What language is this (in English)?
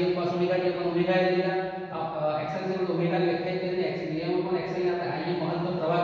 Gujarati